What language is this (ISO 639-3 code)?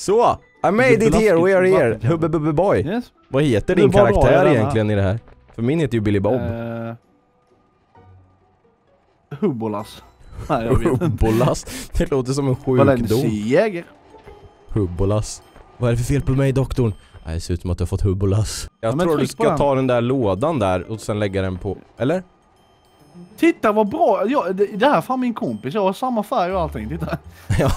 swe